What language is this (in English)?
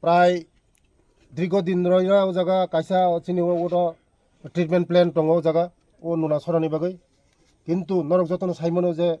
Kok Borok